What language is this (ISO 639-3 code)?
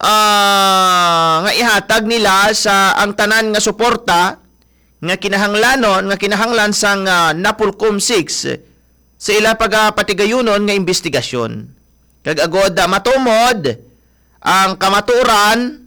hil